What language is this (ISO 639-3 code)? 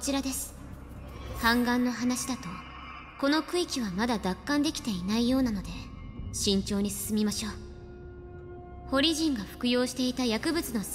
jpn